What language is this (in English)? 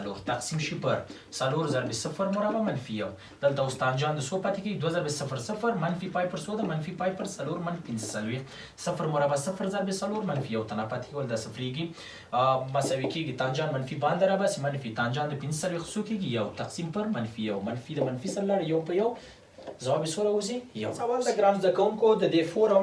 Pashto